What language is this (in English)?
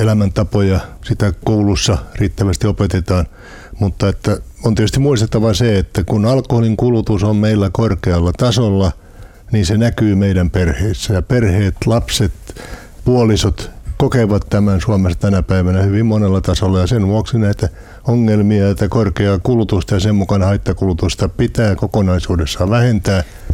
Finnish